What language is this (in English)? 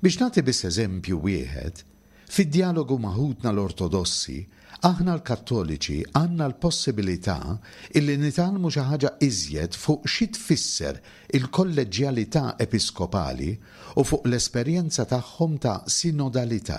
Maltese